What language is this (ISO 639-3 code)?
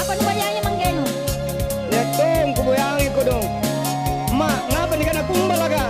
mak